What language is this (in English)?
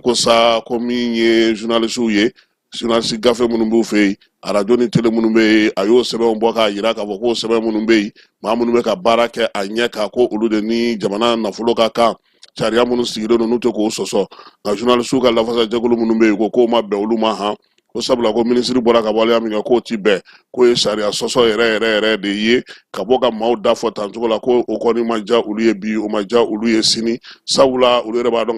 Bambara